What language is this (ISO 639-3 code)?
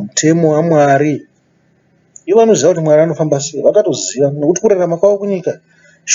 sna